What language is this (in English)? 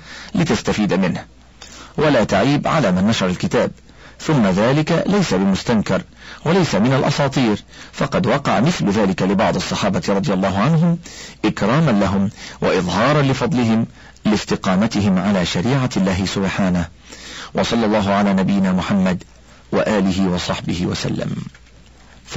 Arabic